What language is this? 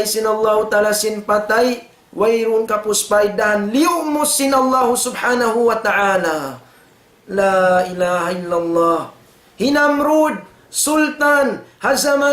Tausug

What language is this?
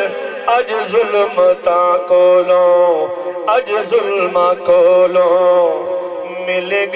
Saraiki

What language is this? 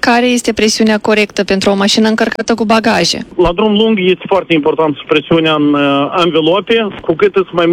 Romanian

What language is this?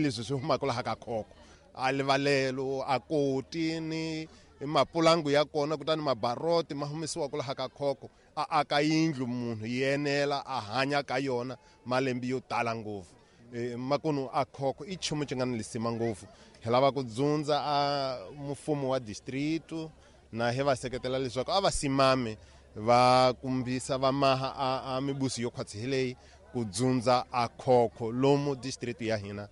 Tsonga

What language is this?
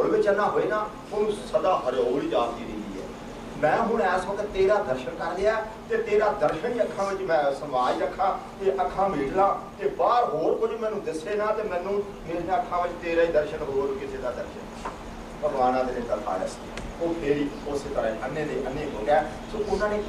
Punjabi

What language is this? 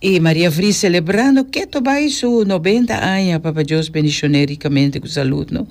Papiamento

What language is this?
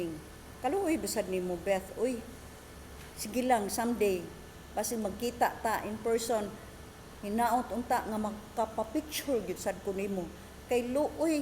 Cebuano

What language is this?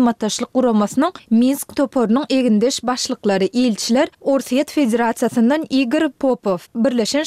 Turkmen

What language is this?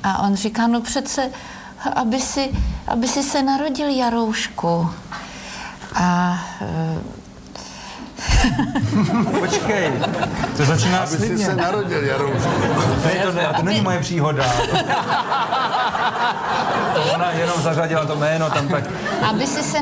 Czech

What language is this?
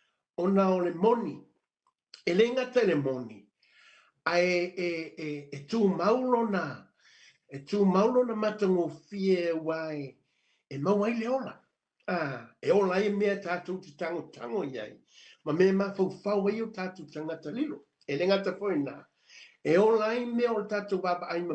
Samoan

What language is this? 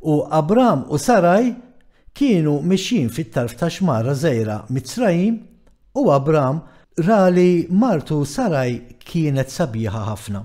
Maltese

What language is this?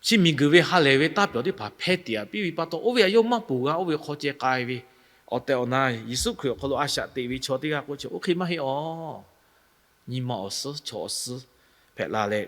Lahu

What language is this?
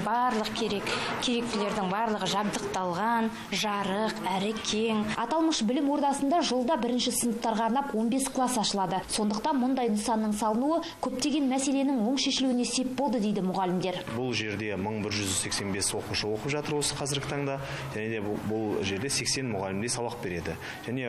Kazakh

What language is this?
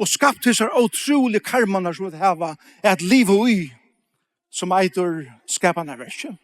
Faroese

